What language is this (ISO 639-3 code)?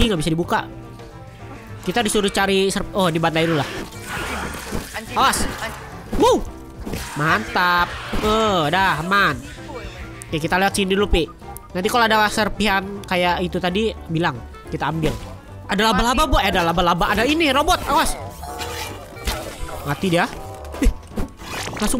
ind